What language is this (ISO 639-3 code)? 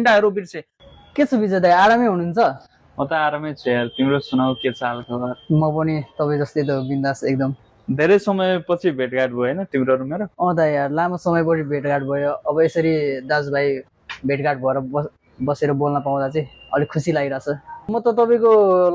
nep